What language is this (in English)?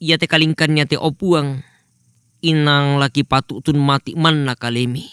Toraja-Sa'dan